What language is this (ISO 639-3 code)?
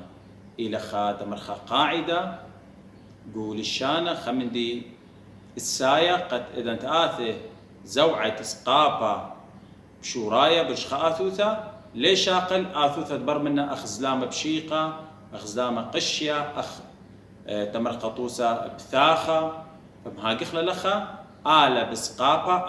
aii